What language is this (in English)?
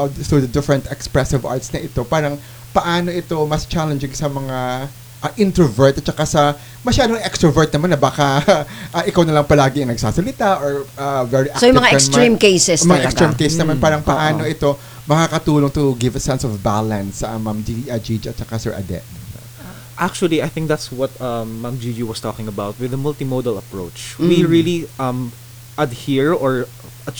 Filipino